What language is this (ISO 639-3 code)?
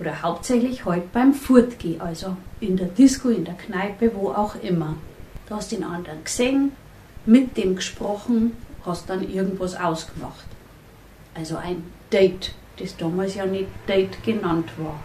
bar